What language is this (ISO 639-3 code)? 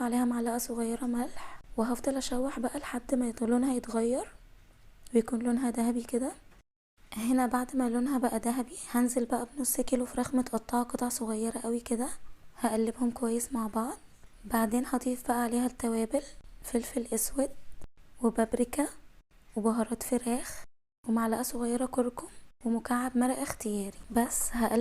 arz